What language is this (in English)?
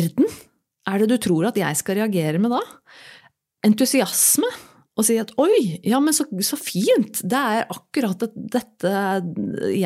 Norwegian